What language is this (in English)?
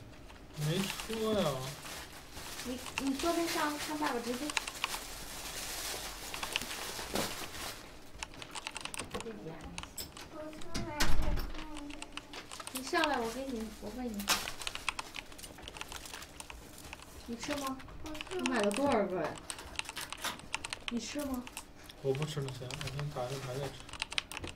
Chinese